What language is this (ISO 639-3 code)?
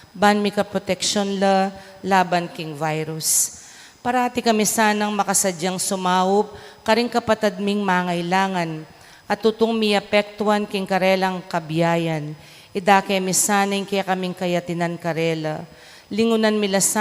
pam